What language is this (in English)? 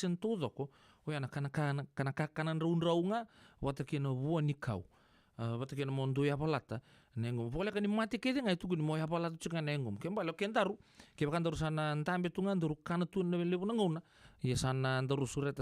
Fijian